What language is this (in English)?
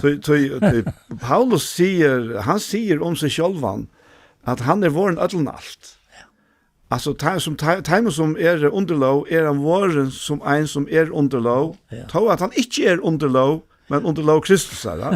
Faroese